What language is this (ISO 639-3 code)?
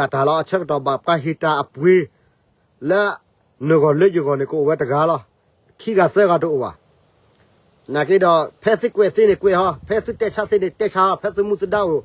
ksw